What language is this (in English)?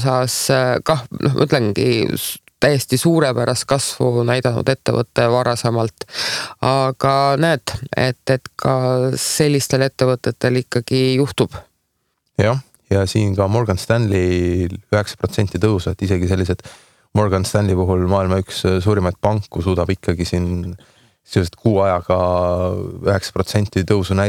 Estonian